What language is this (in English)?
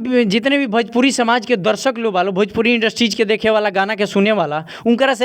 Bhojpuri